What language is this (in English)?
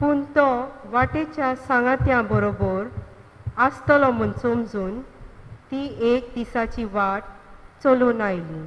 Konkani